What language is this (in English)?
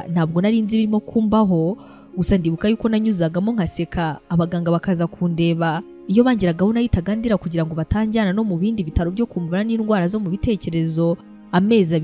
Kinyarwanda